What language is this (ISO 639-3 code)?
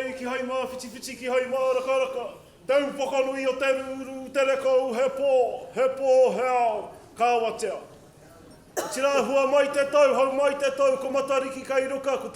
mri